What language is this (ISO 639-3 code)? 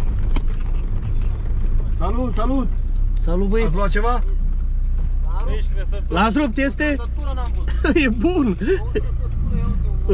ron